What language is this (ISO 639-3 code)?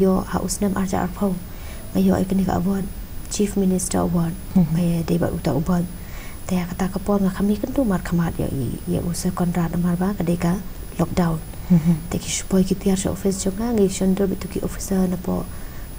kha